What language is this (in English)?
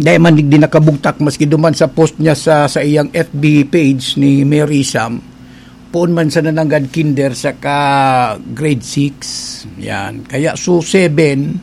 Bikol